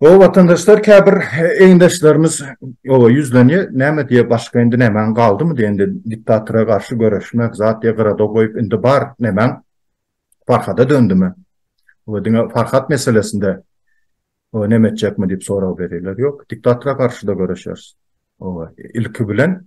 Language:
Turkmen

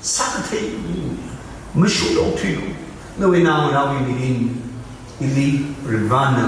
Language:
Tangkhul Naga (India)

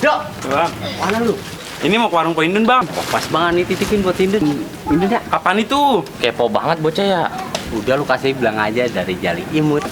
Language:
Betawi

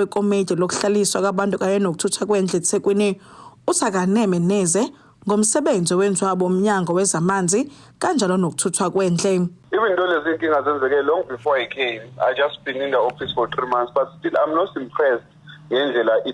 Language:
Zulu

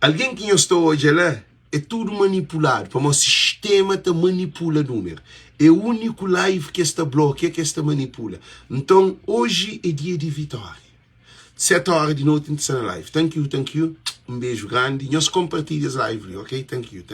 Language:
Kabuverdianu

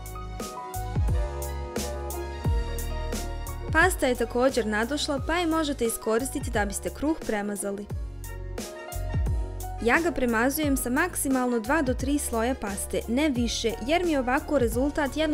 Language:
Croatian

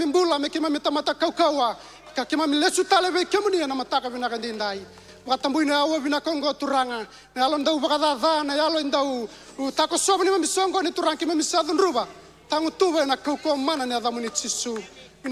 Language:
Fijian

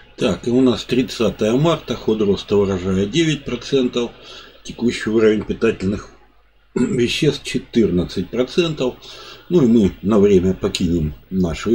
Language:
Russian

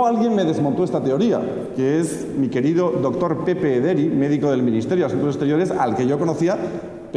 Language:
Spanish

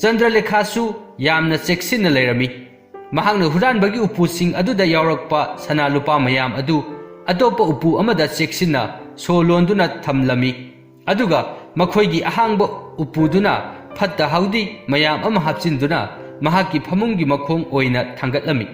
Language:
Manipuri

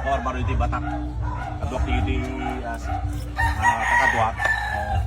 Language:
Iloko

